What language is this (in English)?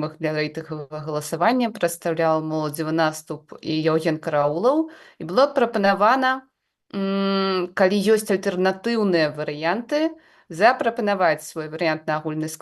Belarusian